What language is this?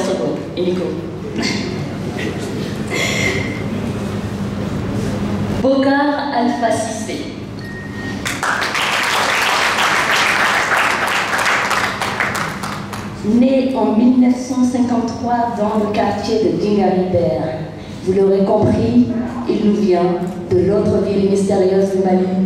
French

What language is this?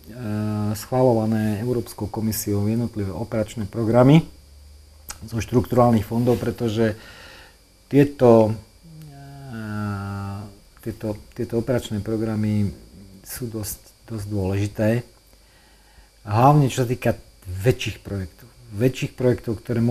Slovak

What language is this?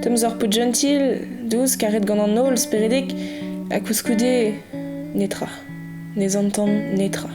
Breton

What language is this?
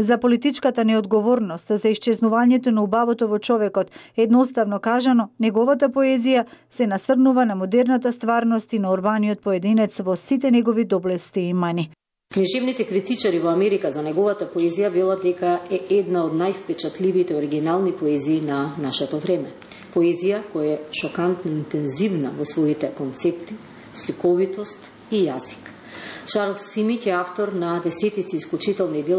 Macedonian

